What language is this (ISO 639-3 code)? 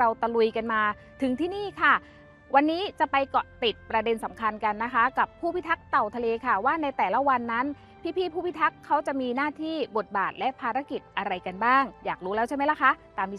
tha